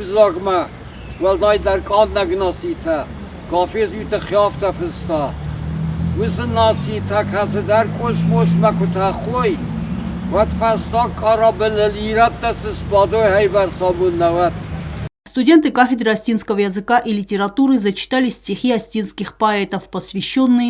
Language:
Ossetic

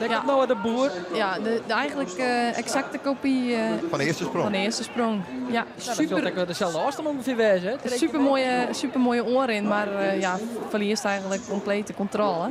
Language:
Western Frisian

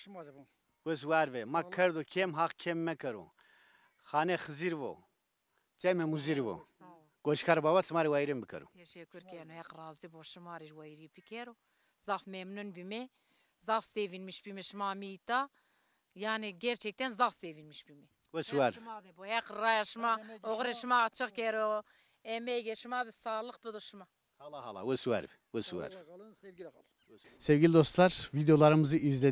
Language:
Zaza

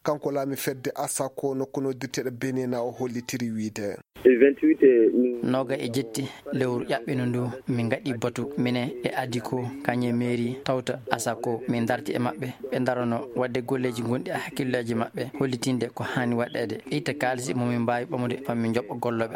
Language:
Fula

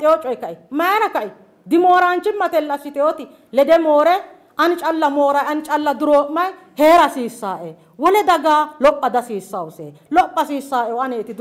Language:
Sidamo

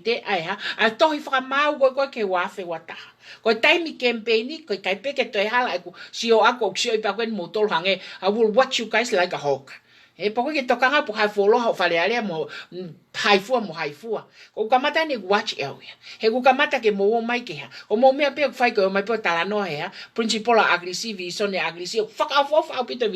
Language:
Tongan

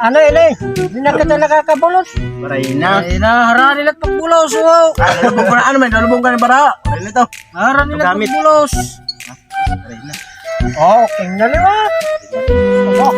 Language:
Waray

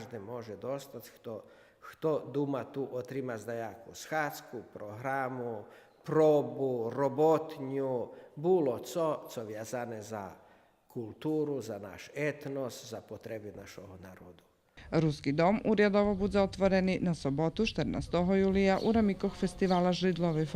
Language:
Rusyn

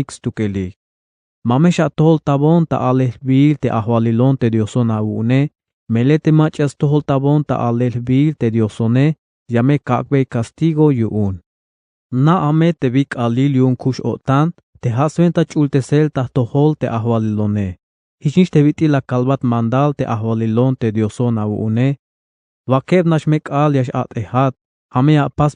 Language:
Tzeltal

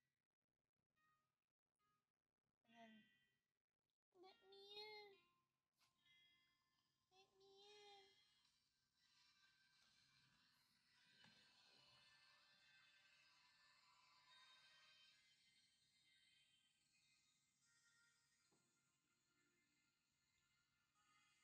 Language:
English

